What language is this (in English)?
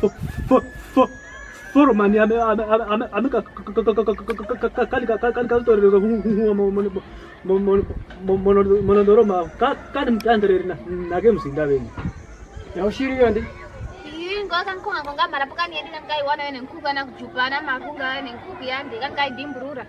Kwangali